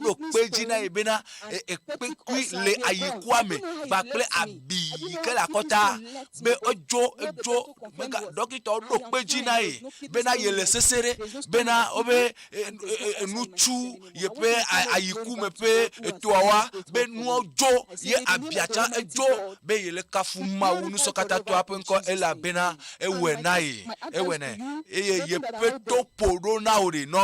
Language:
Ewe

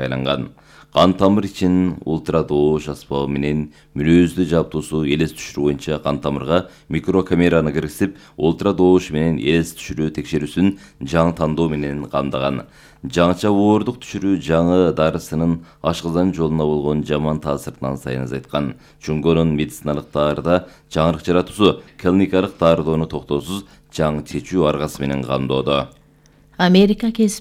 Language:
Kyrgyz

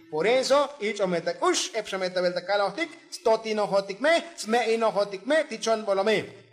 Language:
Tzotzil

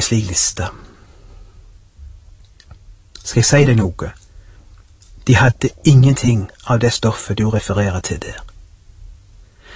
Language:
Norwegian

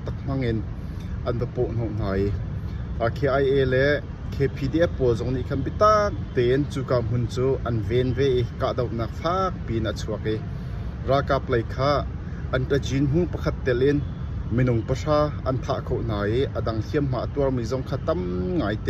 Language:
Hakha Chin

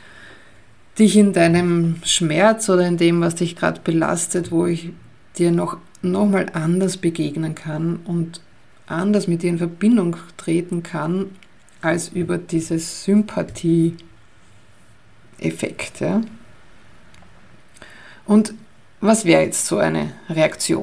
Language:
German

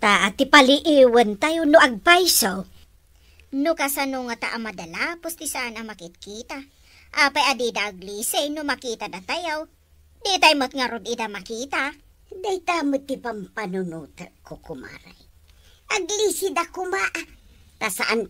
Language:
Iloko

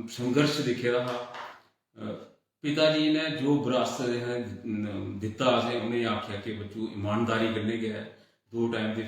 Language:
Dogri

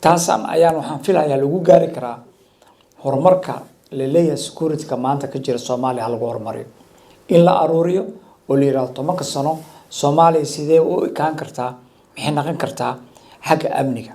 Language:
Somali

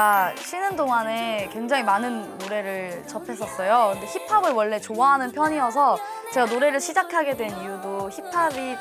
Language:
Korean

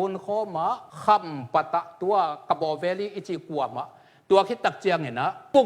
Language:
Tedim Chin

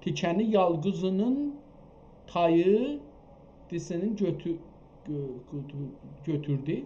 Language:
South Azerbaijani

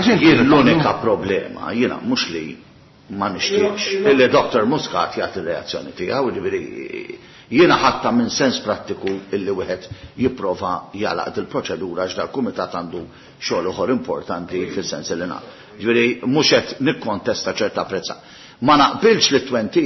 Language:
Maltese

